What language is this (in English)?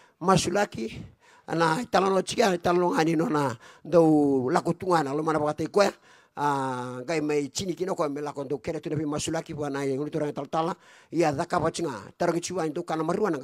Fijian